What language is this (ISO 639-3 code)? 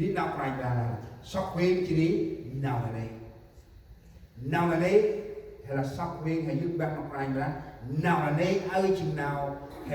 cmo